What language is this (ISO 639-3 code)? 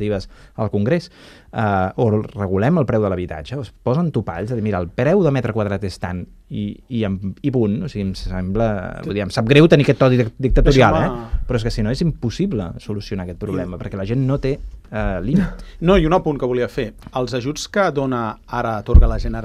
cat